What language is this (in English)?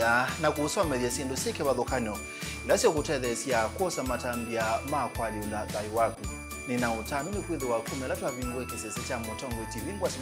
Kamba